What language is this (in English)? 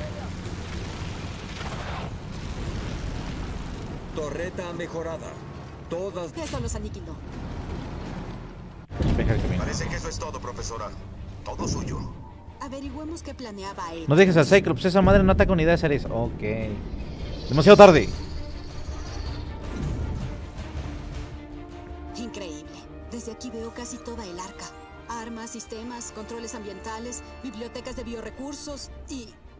Spanish